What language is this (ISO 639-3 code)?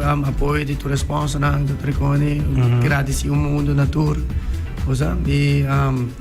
pap